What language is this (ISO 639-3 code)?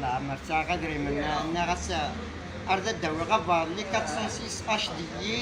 kab